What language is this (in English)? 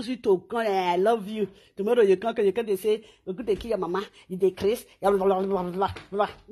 Nigerian Pidgin